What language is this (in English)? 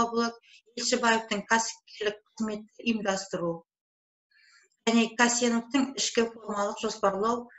Kazakh